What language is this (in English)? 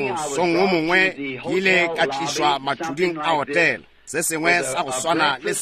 Northern Sotho